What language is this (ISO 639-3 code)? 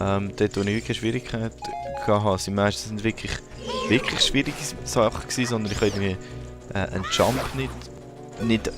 gsw